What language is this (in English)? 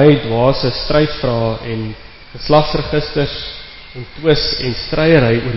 Afrikaans